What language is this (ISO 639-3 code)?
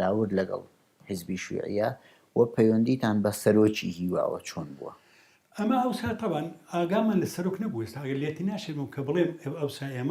ckb